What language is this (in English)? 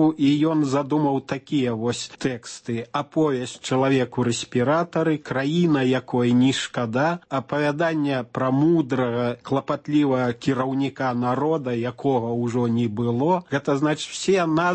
Belarusian